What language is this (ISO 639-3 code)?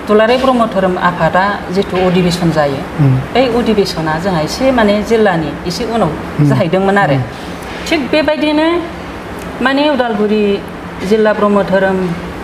brx